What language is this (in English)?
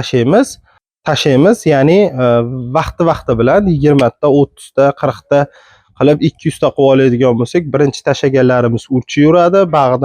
Uzbek